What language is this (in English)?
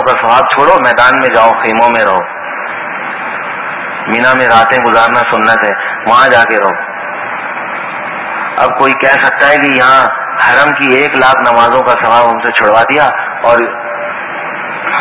Urdu